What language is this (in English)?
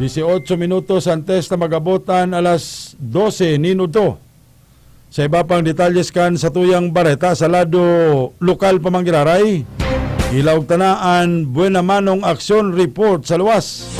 Bikol